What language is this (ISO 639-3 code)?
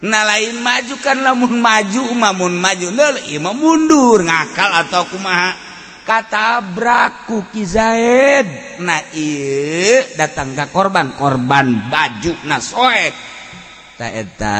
sun